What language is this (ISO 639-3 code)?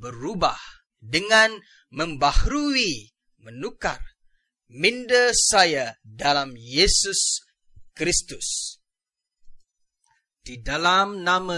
msa